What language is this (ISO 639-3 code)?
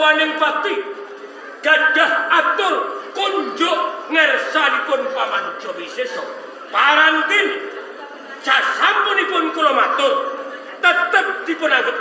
jav